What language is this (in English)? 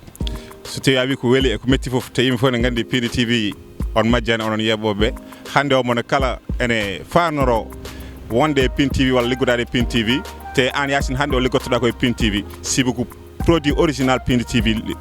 Fula